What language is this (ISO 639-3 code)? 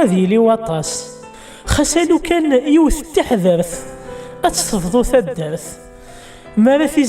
kab